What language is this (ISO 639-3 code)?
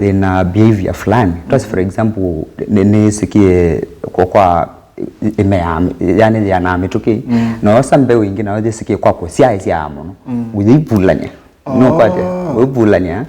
kam